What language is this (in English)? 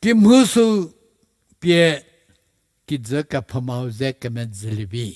Angami Naga